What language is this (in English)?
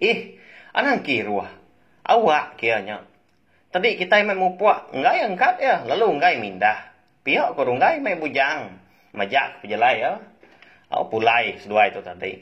Iban